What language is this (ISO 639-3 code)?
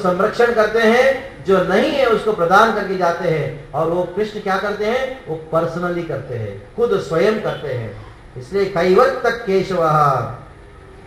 hin